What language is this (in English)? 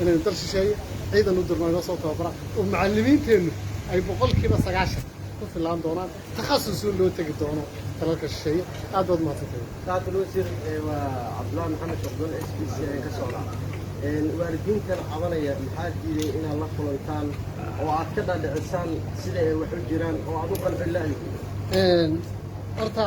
Somali